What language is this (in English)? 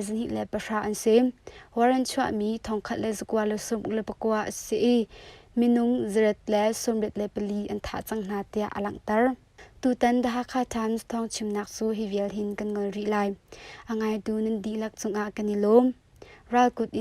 Hakha Chin